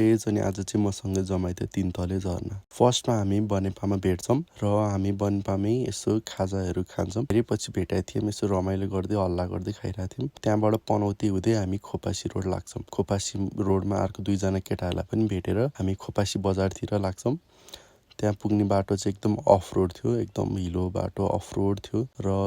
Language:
Nepali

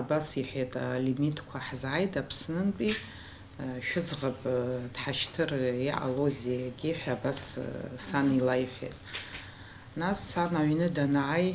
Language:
Abkhazian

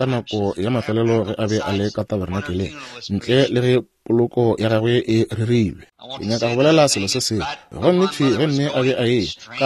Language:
Northern Sotho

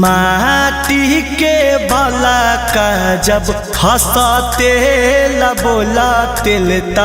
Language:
Magahi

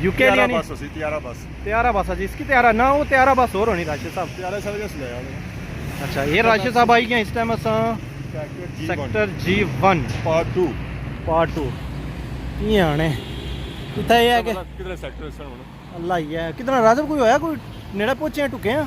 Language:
Pahari-Potwari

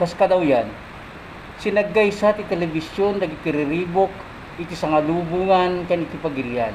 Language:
Iloko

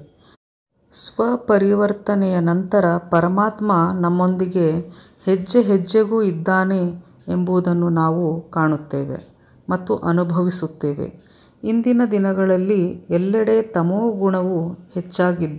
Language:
Kannada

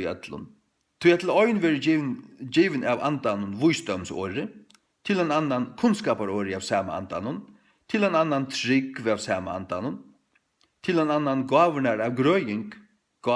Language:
Faroese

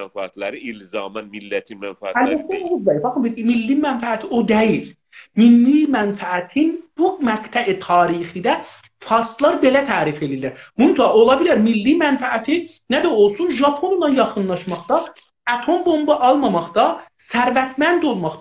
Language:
South Azerbaijani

